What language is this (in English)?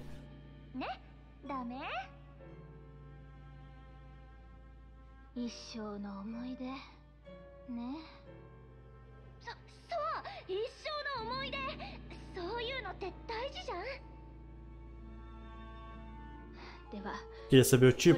Portuguese